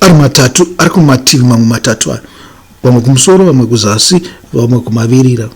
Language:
Shona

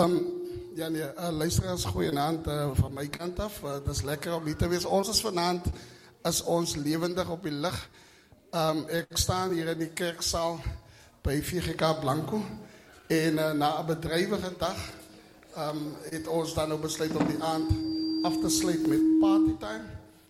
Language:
Afrikaans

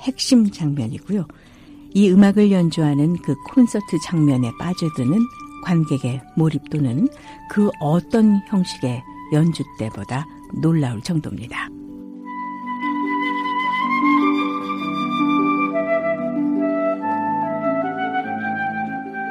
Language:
Korean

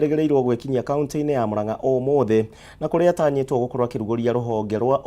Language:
Kikuyu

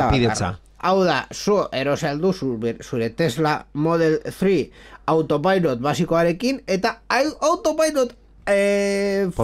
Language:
Basque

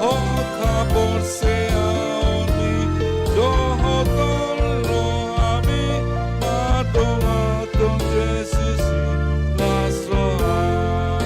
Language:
Batak Toba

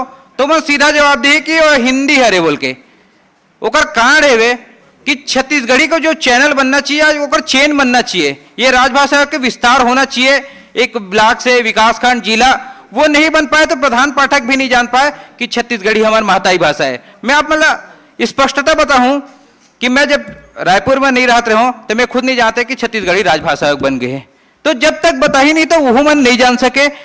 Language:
Chhattisgarhi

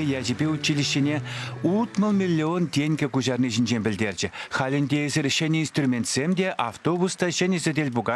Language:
Chuvash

